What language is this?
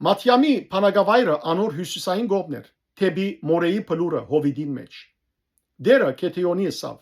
Western Armenian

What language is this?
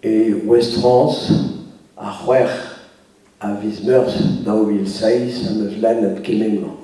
Breton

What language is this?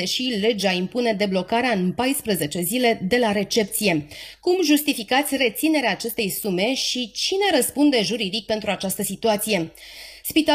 Romanian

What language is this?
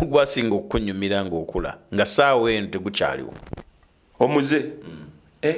Ganda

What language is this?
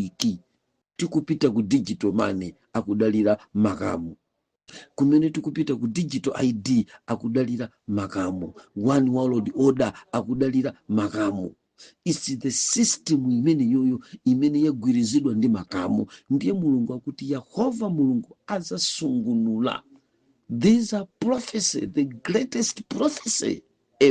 Nyanja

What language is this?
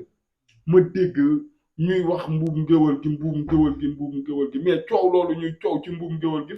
Wolof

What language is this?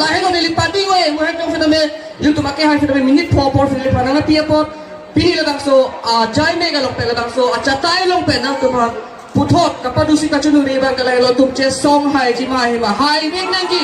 Karbi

